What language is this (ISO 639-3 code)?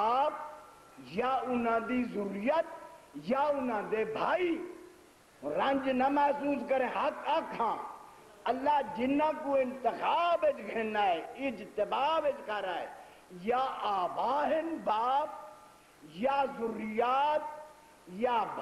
skr